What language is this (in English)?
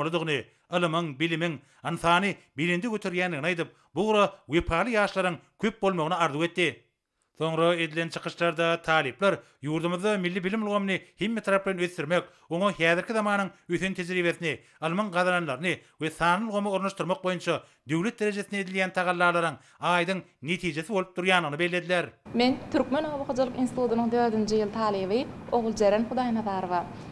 Turkmen